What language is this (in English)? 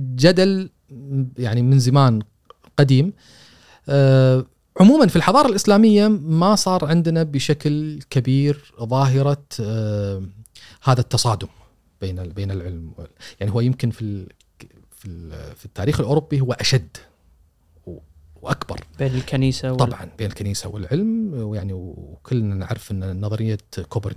Gulf Arabic